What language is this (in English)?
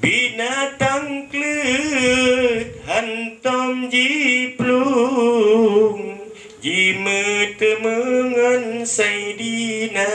Achinese